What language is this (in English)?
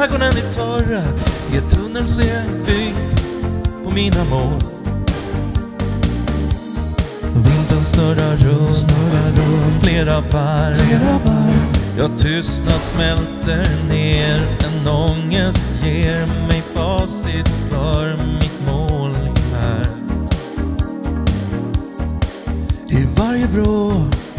Swedish